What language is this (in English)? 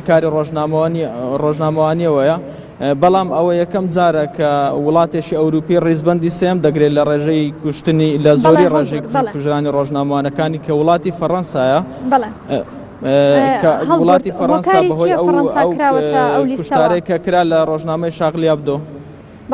Central Kurdish